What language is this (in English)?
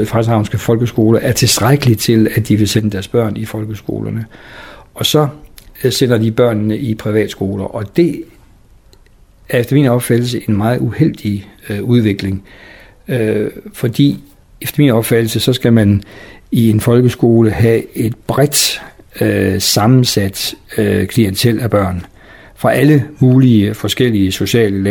Danish